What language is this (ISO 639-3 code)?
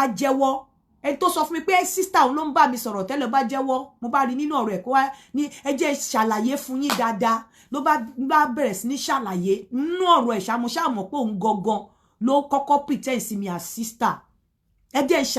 yor